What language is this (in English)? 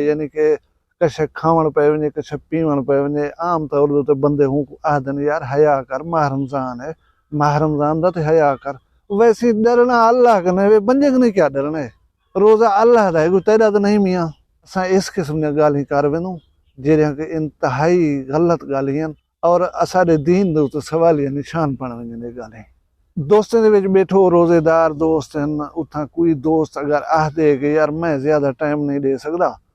Saraiki